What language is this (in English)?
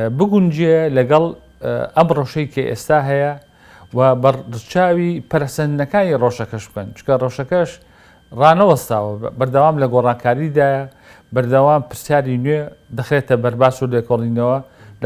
Central Kurdish